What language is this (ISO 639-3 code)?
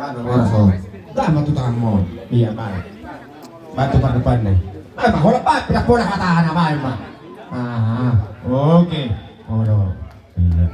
bbc